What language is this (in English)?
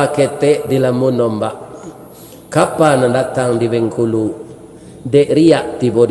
Minangkabau